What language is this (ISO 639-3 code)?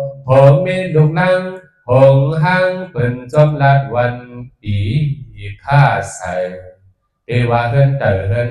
shn